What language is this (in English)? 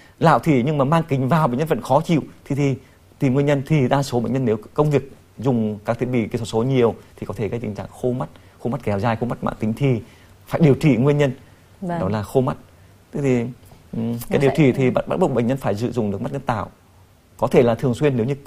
Vietnamese